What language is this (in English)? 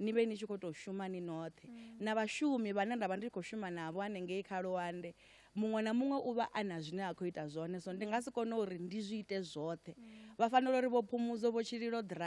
Venda